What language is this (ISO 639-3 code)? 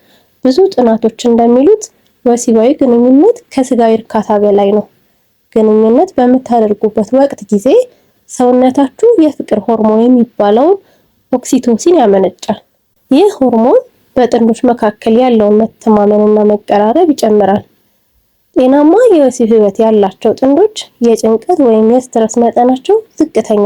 amh